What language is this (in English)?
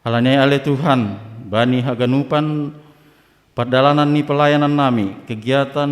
Batak Simalungun